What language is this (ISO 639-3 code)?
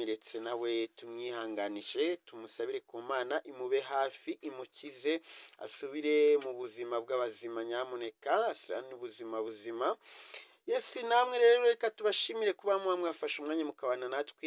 kin